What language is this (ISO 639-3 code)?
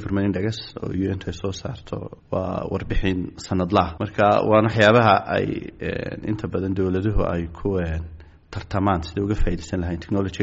som